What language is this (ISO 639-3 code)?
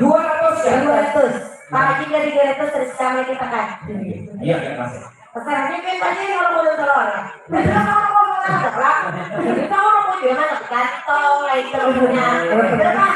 bjn